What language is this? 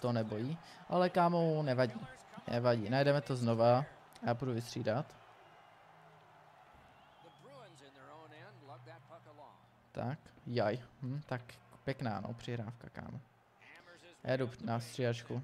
Czech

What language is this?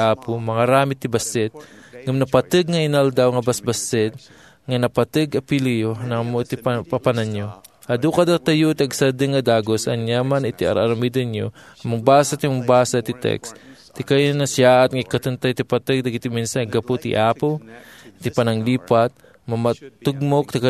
Iloko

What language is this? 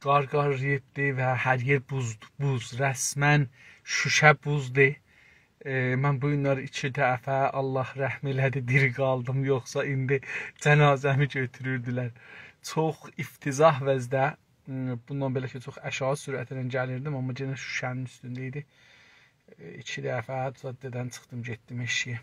South Azerbaijani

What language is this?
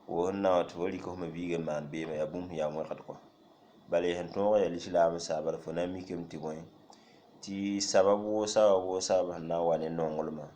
Mossi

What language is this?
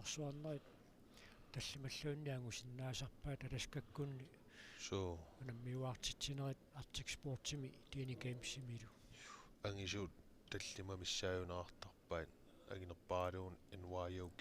Kalaallisut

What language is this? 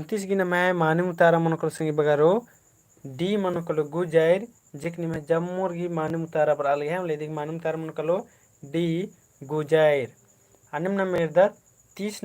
Kurukh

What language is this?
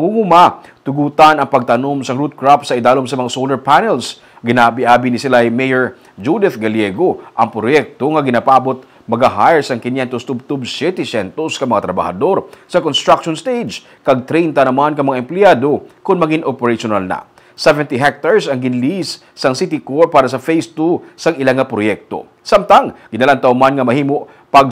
Hiligaynon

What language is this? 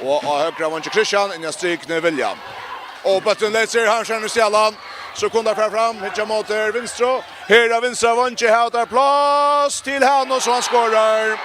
Faroese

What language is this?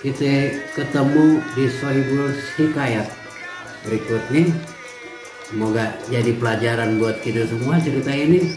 Betawi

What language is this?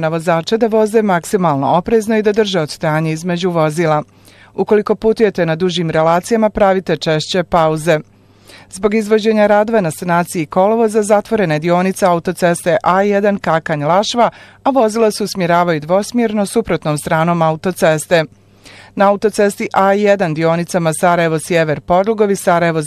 Bosnian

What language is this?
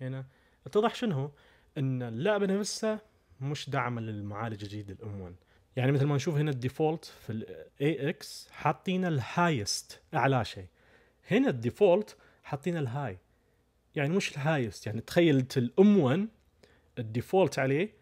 Najdi Arabic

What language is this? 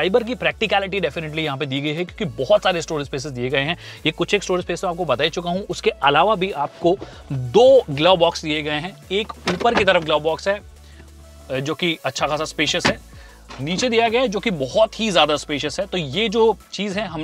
Hindi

